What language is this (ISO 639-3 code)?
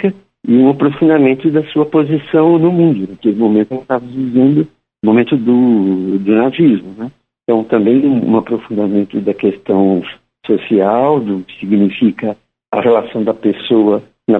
por